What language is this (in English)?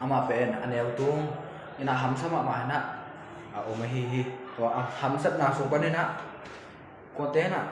Tedim Chin